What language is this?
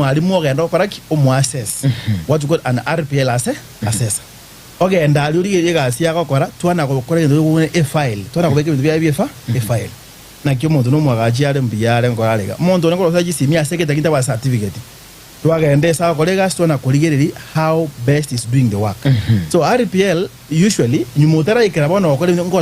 Gusii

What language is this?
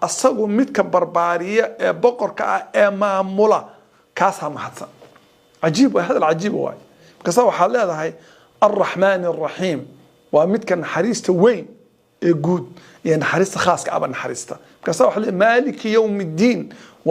Somali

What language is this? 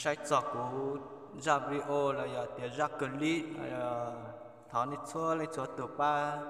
Hmong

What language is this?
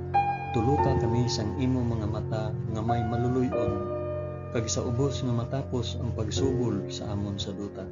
Hiligaynon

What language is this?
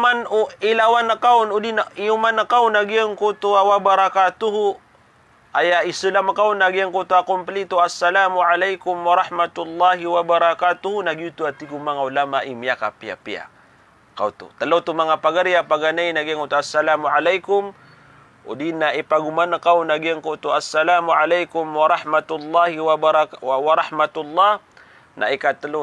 Maranao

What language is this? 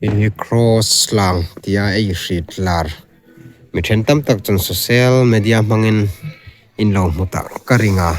Hmar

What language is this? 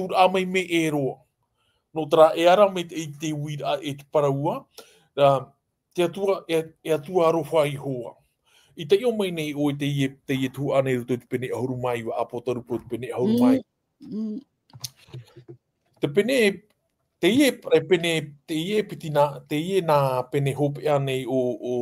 Tahitian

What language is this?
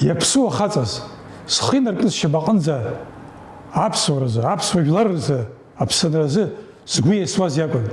Abkhazian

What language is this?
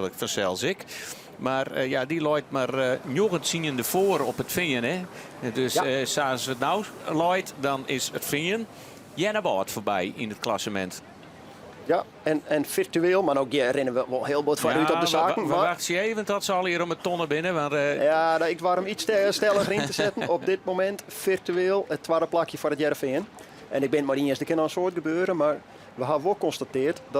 Western Frisian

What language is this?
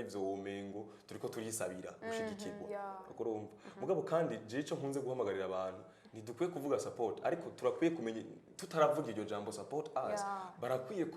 Rundi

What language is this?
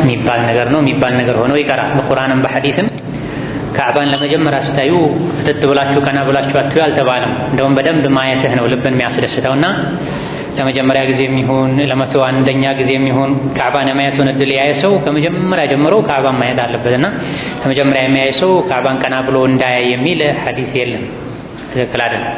Amharic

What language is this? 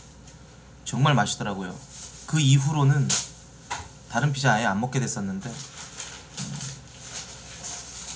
Korean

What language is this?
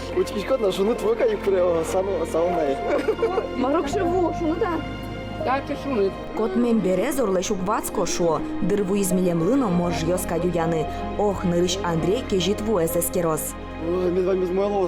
Udmurt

